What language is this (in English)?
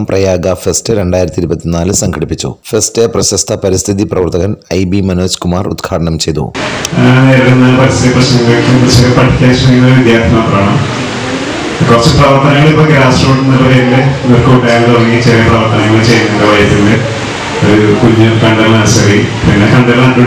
Malayalam